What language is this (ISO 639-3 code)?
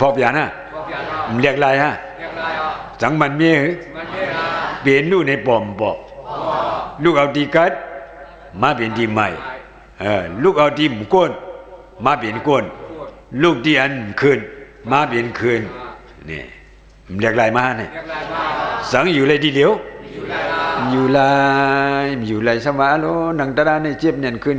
shn